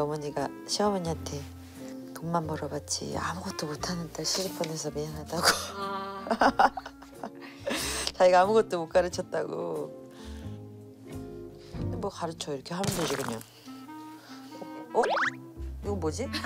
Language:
Korean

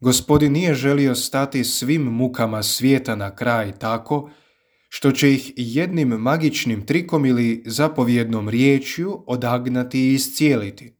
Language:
Croatian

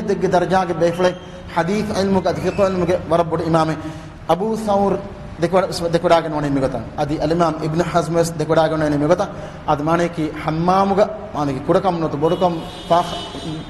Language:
Divehi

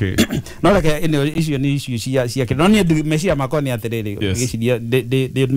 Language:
Kikuyu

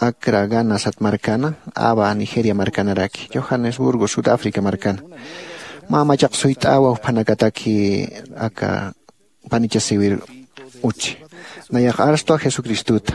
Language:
Aymara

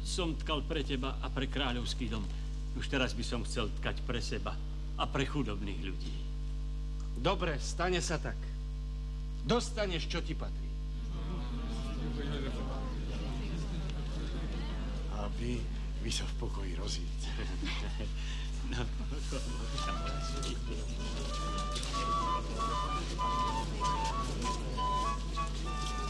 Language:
Slovak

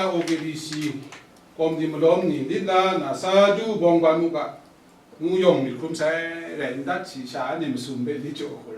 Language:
Kachin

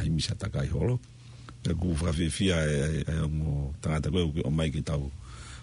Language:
Tongan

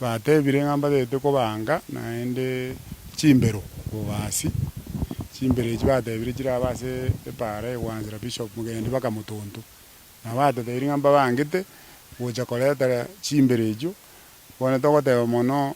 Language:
Gusii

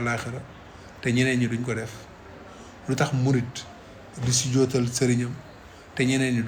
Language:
Wolof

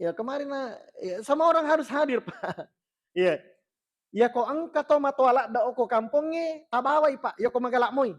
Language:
Buginese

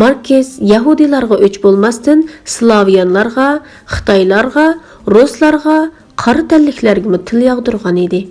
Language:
Uyghur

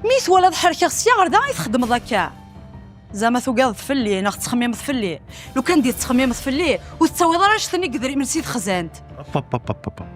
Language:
Kabyle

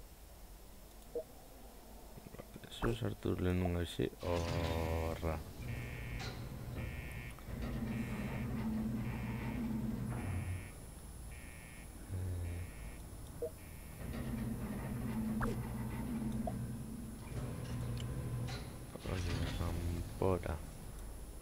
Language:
Basque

